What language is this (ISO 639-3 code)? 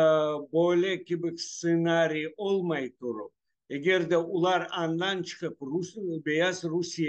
crh